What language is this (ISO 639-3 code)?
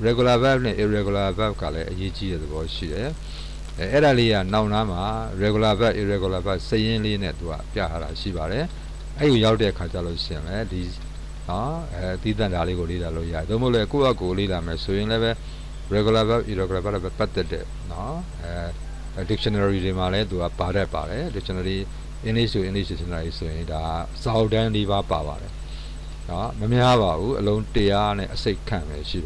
mya